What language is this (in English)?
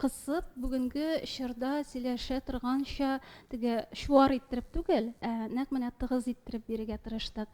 Tatar